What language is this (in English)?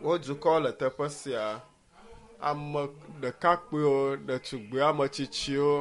Ewe